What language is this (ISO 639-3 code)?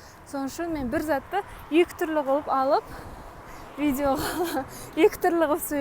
kaa